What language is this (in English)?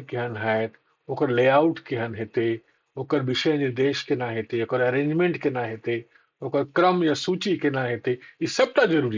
Maithili